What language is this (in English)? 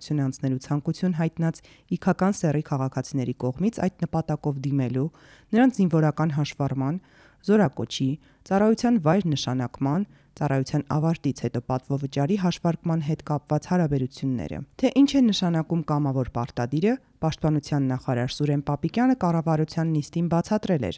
Armenian